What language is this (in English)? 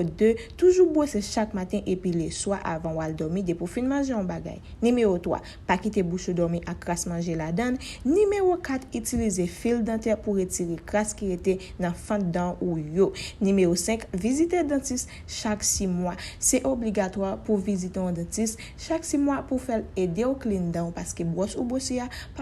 Haitian Creole